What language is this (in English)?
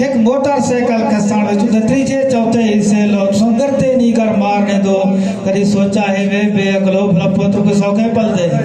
Saraiki